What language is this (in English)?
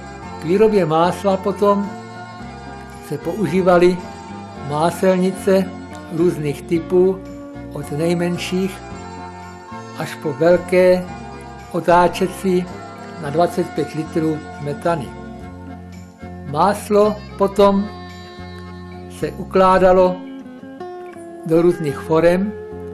Czech